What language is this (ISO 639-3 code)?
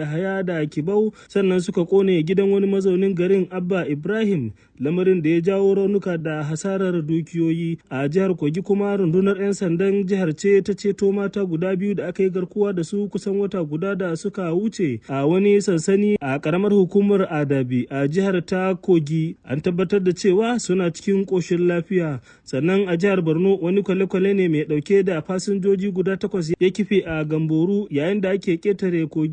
hau